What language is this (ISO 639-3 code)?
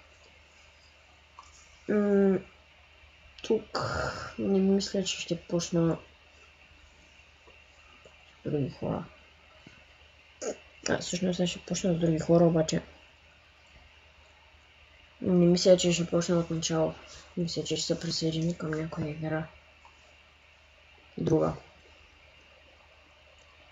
bul